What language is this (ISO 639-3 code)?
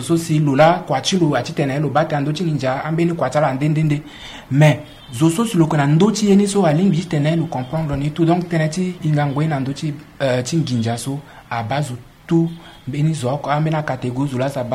sag